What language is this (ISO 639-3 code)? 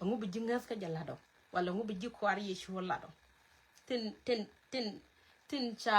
nus